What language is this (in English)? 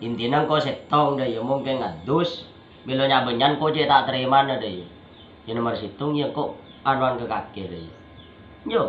Madurese